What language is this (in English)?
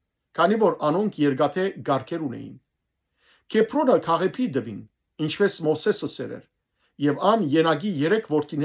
Western Armenian